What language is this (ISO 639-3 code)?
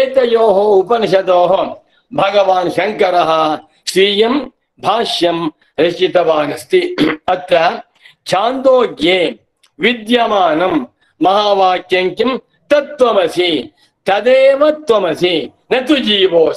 san